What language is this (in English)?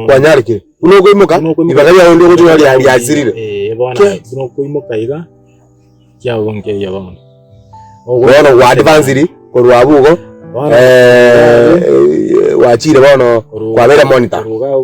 Gusii